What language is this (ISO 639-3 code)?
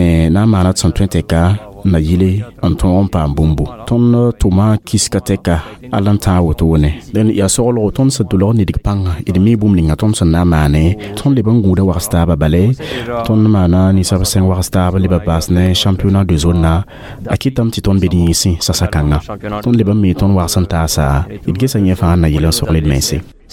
mos